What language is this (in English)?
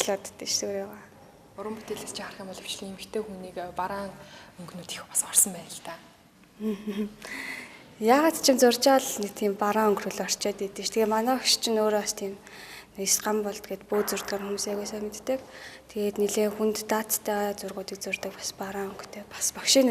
Mongolian